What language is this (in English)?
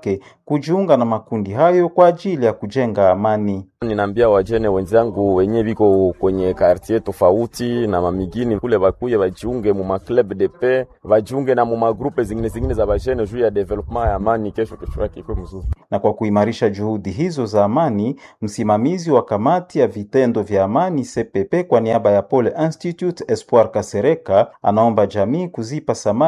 Swahili